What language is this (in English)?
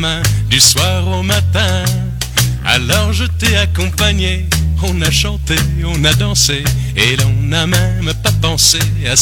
French